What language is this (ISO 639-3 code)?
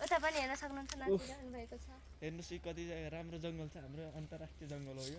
nep